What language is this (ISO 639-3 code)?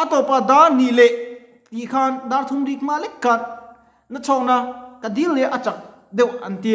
lus